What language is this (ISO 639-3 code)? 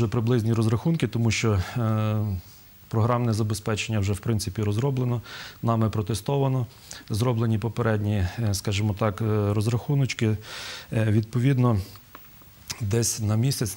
ukr